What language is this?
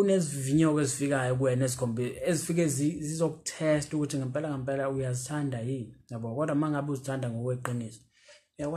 Zulu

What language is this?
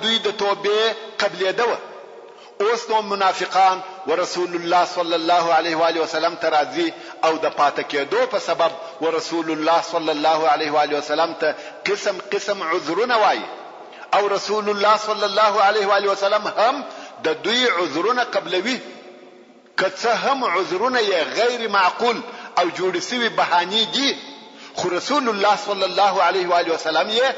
Pashto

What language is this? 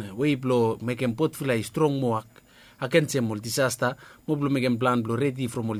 Bislama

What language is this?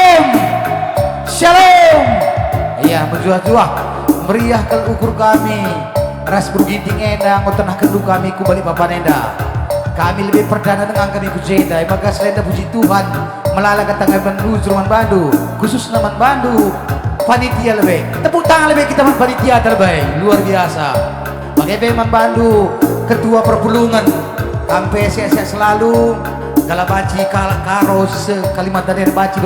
Batak Karo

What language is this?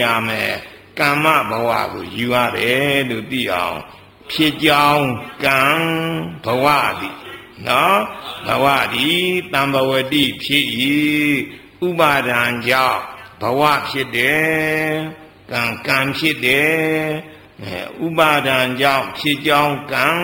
Burmese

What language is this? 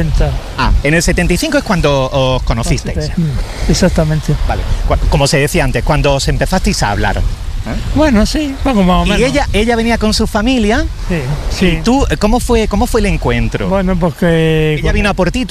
Spanish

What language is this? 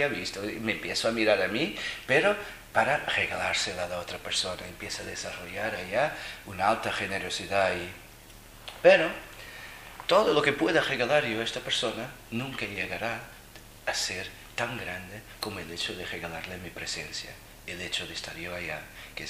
Spanish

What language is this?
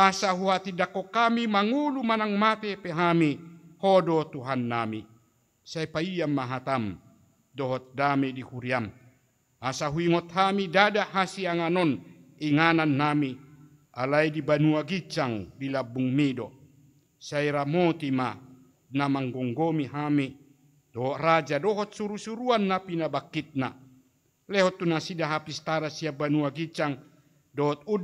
Batak Toba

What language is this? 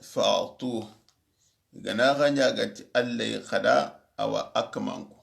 Soninke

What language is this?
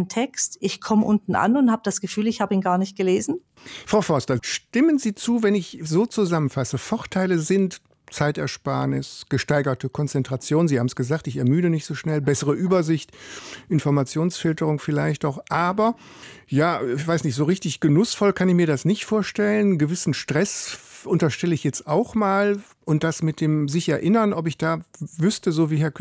German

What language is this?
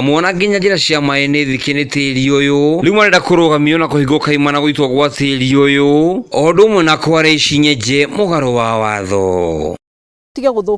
Kikuyu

